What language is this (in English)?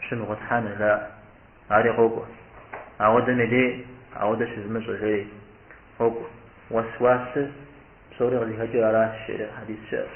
Kabardian